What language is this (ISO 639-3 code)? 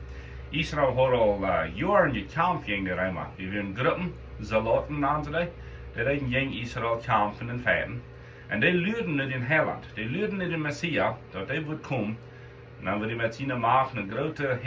pdt